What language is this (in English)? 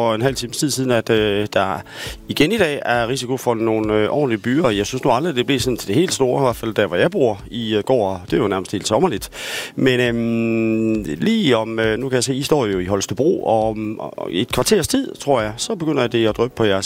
Danish